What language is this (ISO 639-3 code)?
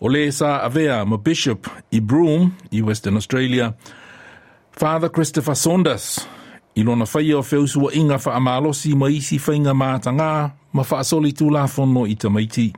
smo